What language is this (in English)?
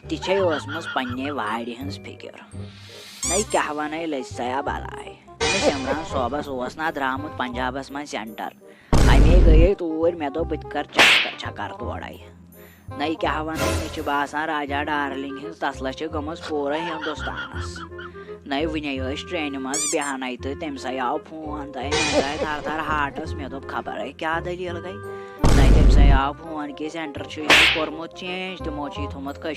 Kashmiri